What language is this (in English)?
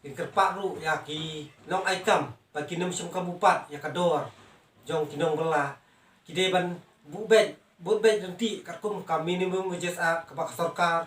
Khasi